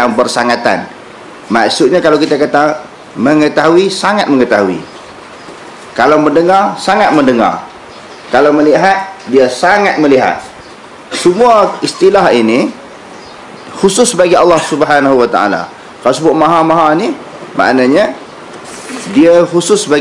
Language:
Malay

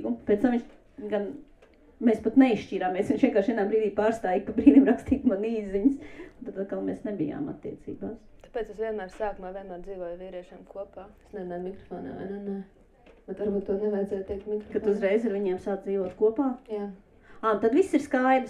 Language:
Latvian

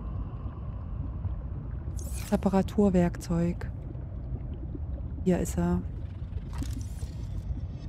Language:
German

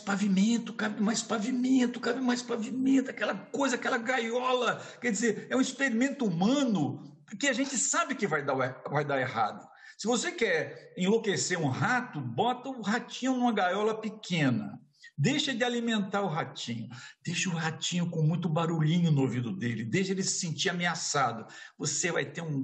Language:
Portuguese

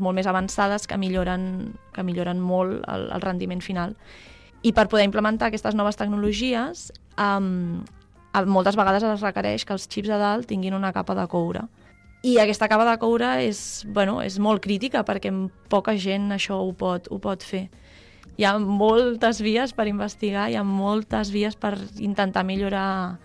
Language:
Catalan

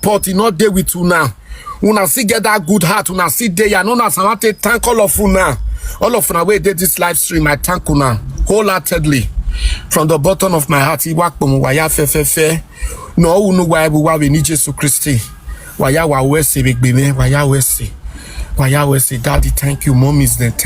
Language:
Nigerian Pidgin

